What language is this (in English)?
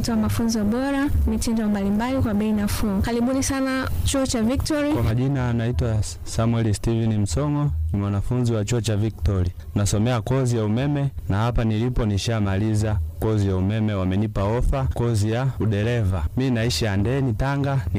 Swahili